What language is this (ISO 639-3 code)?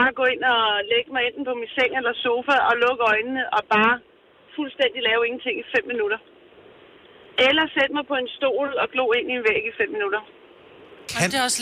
dan